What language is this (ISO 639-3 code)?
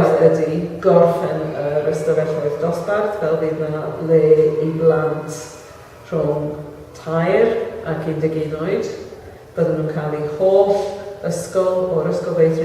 cym